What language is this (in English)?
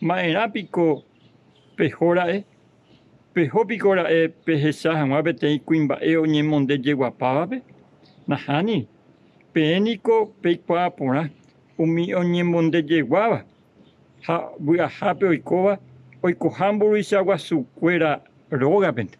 Guarani